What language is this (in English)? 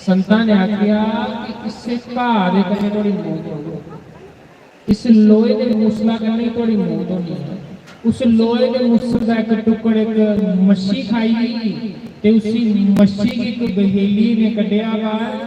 Dogri